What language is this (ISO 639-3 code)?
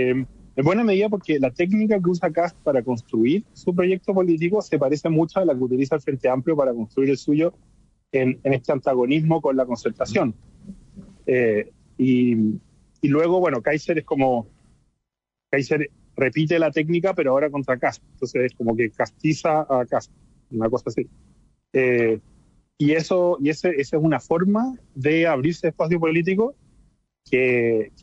spa